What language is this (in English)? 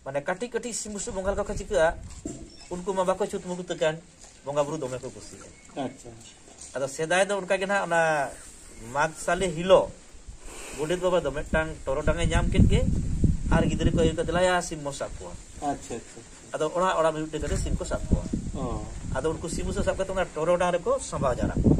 Santali